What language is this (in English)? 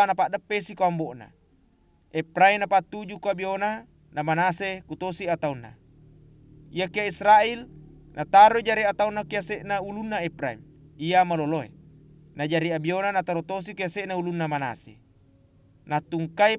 Buginese